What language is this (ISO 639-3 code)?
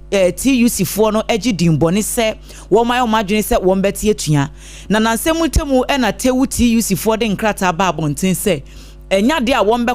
aka